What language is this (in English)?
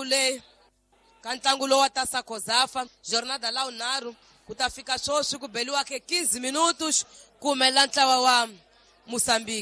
Tsonga